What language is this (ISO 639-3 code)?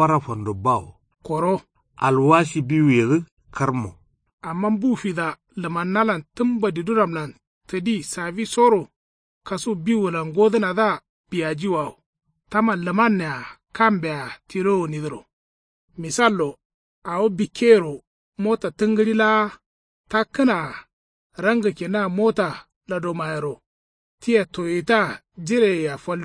kau